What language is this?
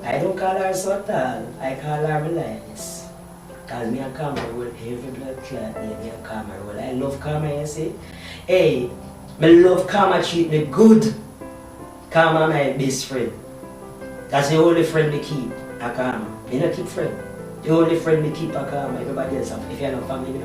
Jamaican Creole English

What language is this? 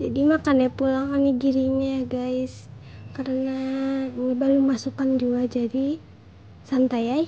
Banjar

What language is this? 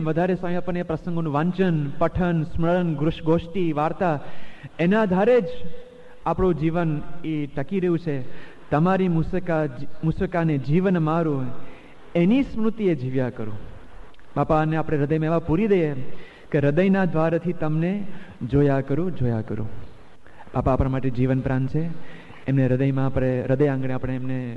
Gujarati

